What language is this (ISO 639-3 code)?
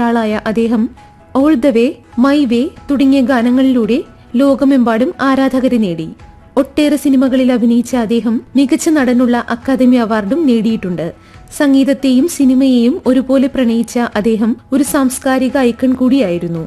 mal